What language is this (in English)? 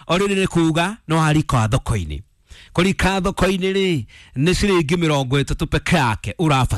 Kikuyu